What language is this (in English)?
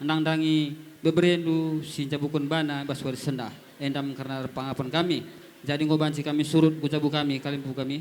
Batak Karo